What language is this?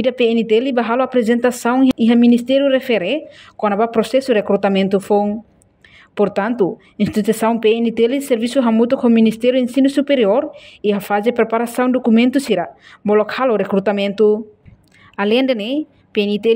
Tetum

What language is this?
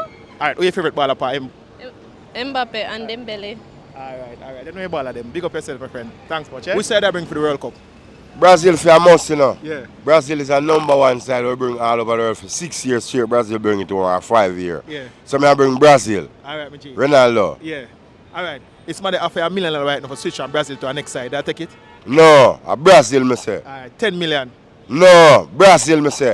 Jamaican Creole English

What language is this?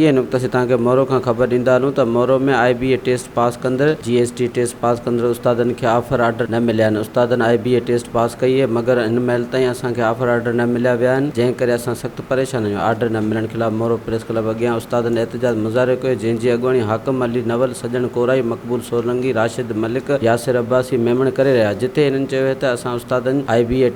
Sindhi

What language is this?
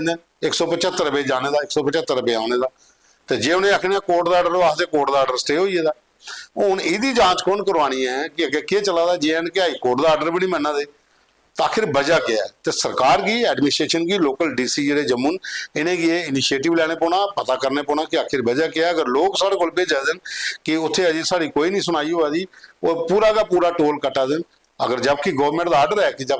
Dogri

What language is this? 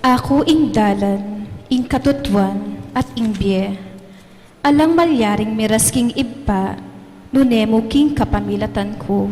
Pampanga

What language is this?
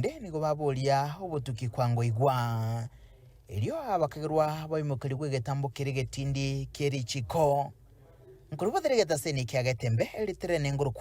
Gusii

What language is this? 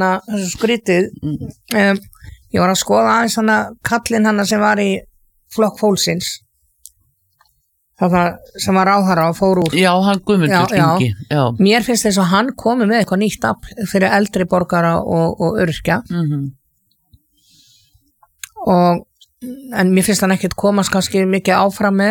Icelandic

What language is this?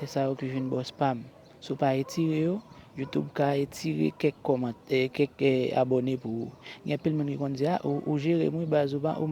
Haitian Creole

